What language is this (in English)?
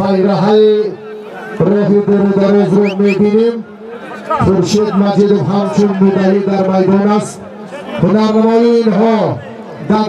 Tajik